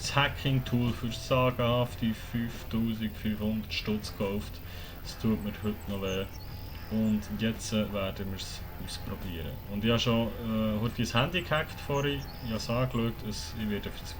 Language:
Swiss German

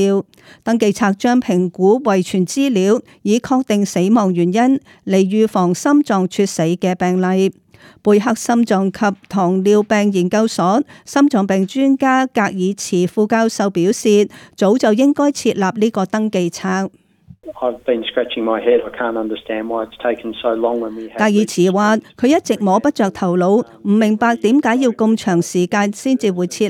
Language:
Cantonese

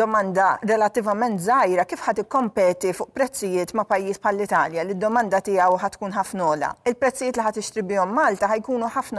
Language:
Maltese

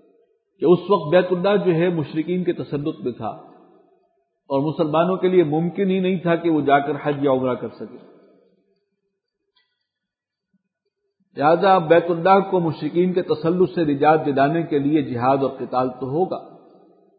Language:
Urdu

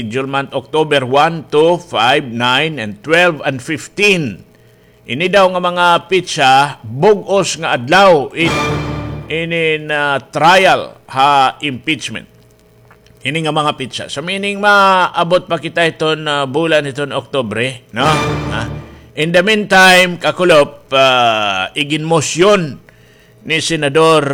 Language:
Waray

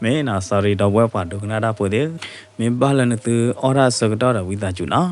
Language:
S'gaw Karen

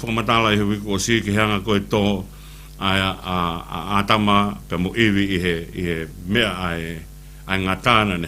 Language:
Tongan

